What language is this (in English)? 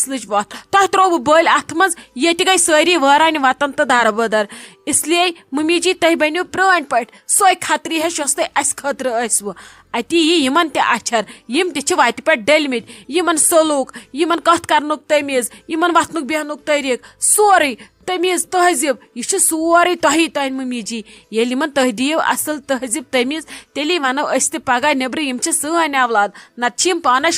Kashmiri